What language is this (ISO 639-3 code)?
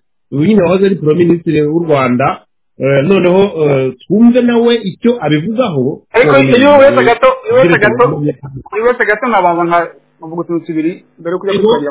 kin